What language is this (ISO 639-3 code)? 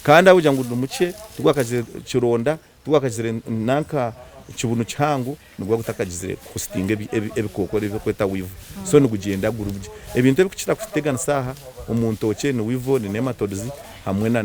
nyn